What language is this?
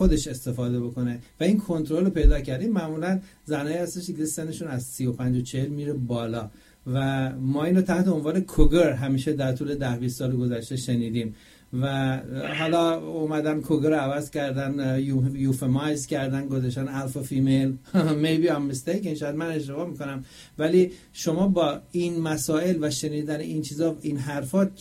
Persian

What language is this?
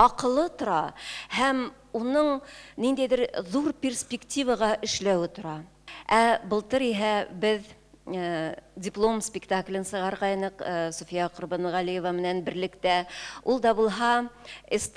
Bashkir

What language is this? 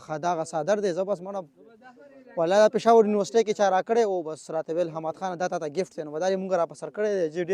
Pashto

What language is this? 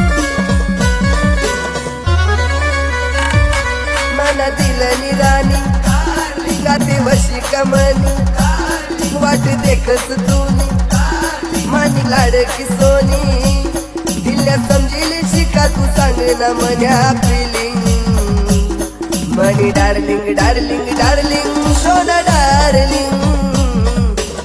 Marathi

